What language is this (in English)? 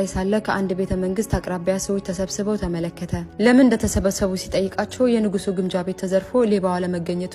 Amharic